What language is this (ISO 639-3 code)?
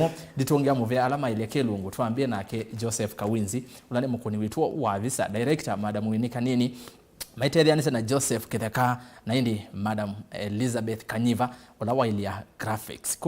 kam